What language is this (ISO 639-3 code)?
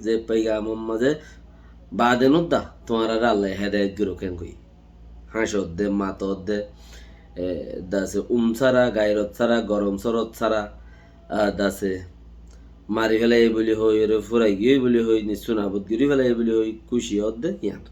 rhg